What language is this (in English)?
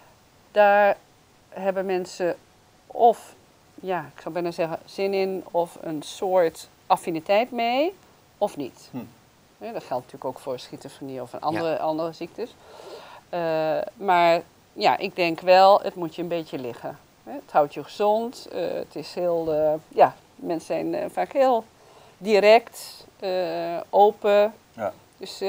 Dutch